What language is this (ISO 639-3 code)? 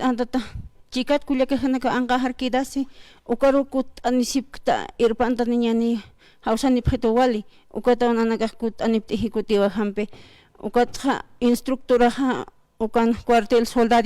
aym